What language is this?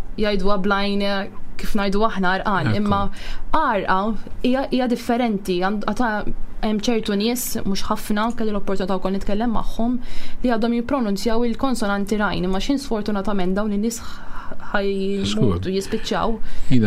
Maltese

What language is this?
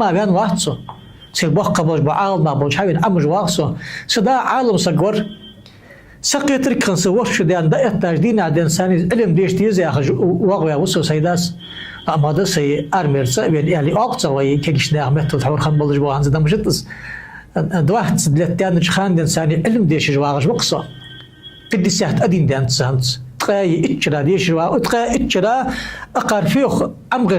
Ingush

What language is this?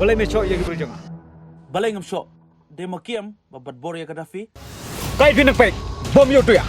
Khasi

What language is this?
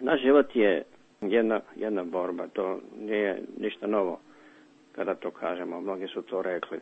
Serbian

